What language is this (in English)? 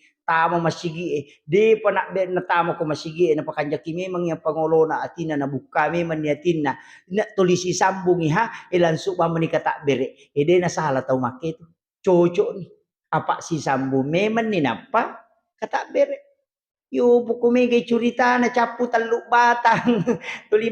Buginese